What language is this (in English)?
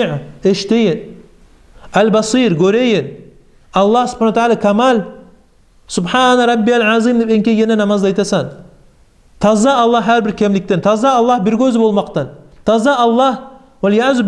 Kumyk